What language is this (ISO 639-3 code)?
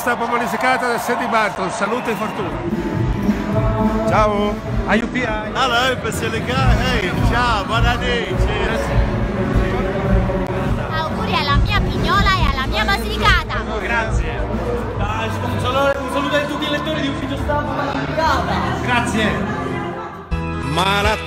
ita